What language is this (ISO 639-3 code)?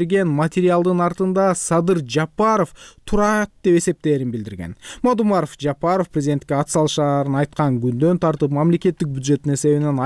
kir